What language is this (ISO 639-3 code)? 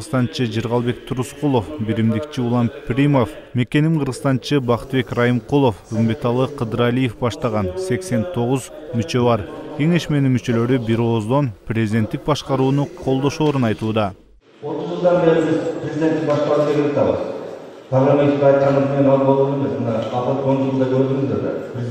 kir